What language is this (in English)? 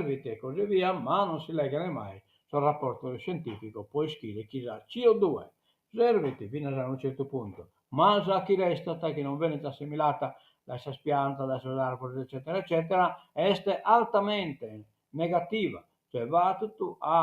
Sardinian